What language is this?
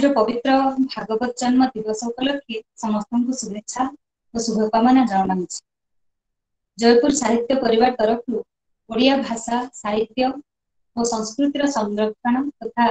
Odia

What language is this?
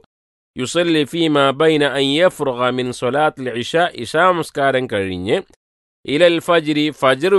Malayalam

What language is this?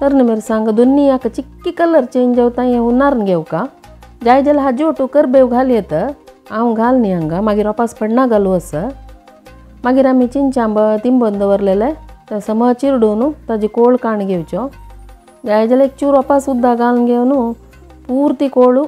Konkani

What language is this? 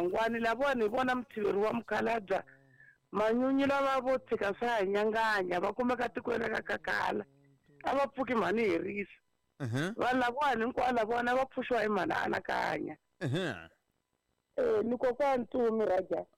Tsonga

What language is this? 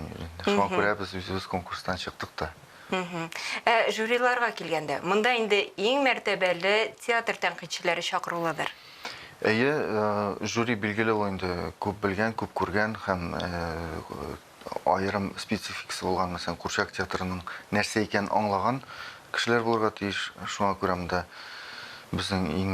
Tatar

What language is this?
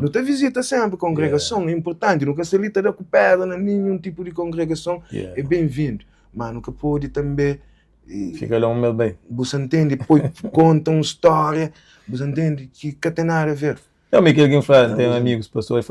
Kabuverdianu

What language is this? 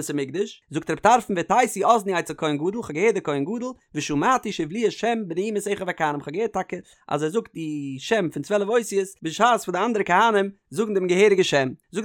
Yiddish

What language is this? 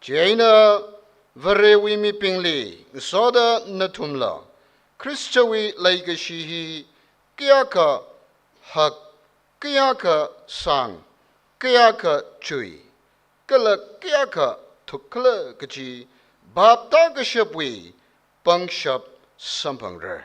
Tangkhul Naga (India)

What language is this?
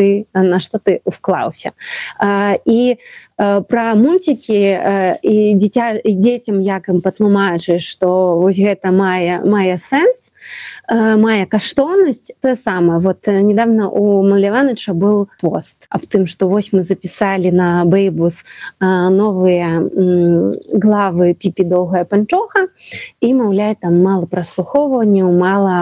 Belarusian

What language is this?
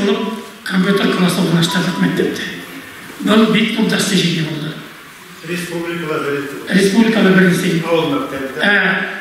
Bashkir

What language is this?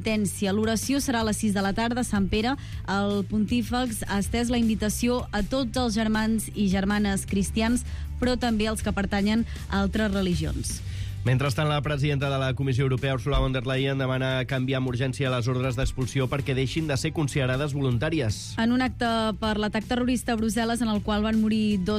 Catalan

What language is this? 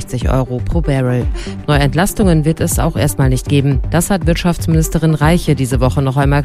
German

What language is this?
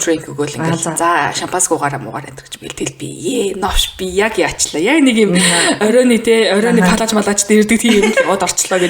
Mongolian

